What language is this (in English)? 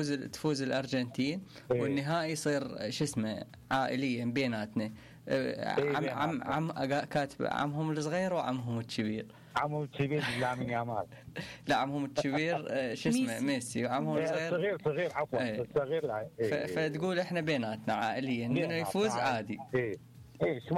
Mesopotamian Arabic